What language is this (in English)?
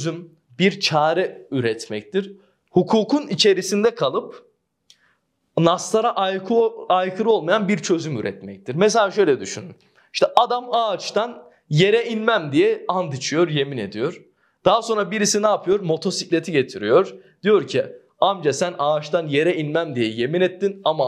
Turkish